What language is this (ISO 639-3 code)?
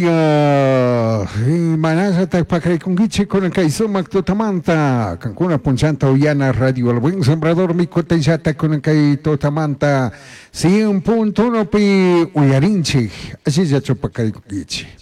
qug